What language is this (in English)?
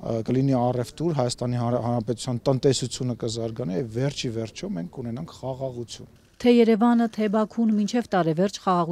Armenian